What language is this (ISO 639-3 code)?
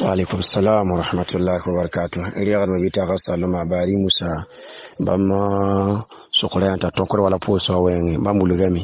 mos